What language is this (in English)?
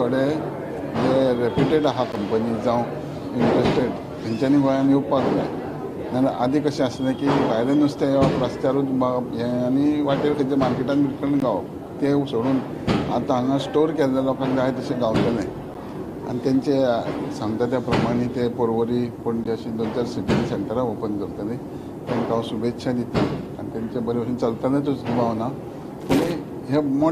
Konkani